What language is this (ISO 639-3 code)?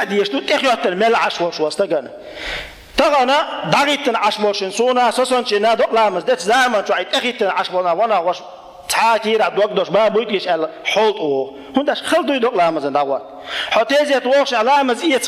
che